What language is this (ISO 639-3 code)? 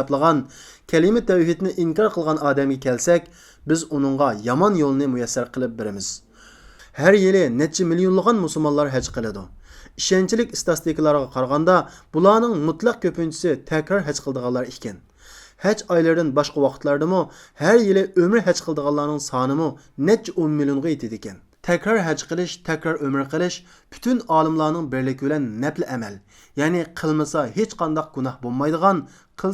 uig